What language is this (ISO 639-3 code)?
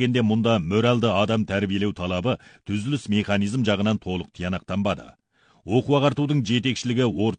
kaz